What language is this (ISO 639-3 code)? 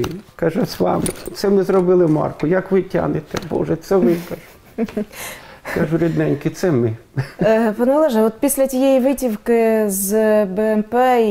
ukr